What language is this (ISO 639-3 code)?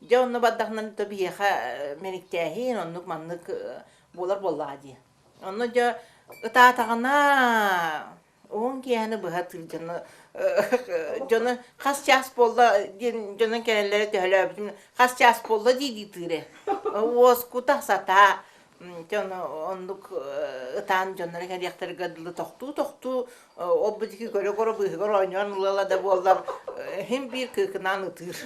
sah